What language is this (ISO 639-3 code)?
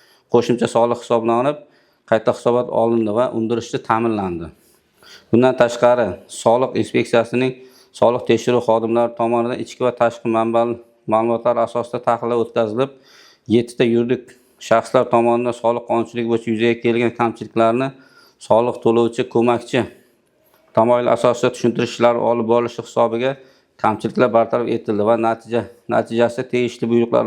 uzb